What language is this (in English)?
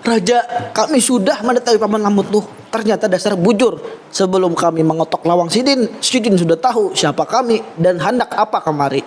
Banjar